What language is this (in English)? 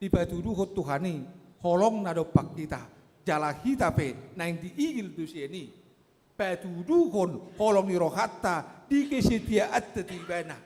Batak Toba